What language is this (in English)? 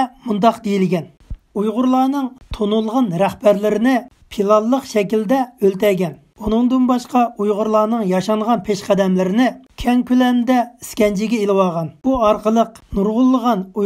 Uyghur